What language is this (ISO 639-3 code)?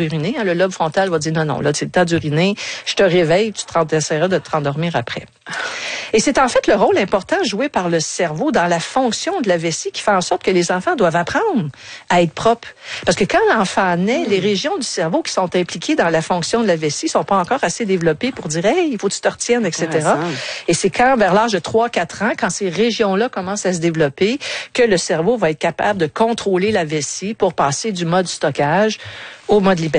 fra